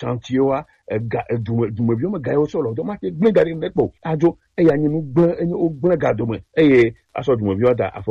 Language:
Gen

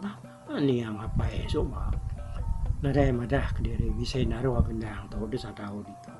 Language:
Iban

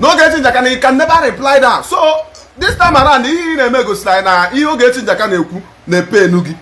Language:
Igbo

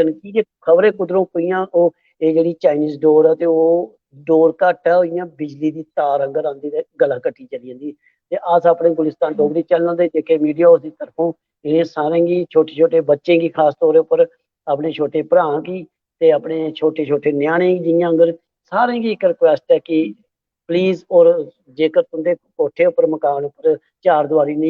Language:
Dogri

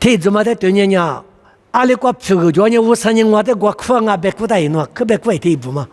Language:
Lisu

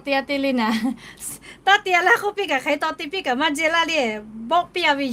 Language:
Lahu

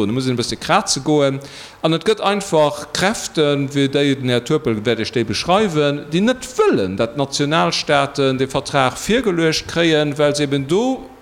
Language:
Luxembourgish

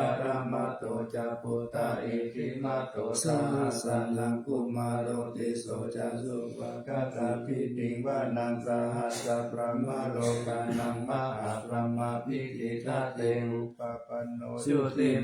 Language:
Pali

